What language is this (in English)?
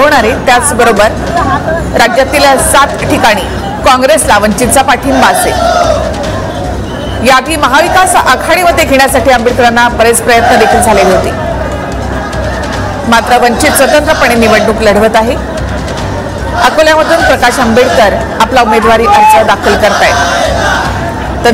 Marathi